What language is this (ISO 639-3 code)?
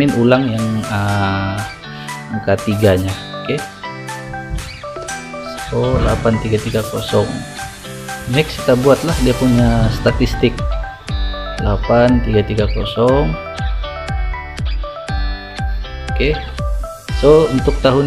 ind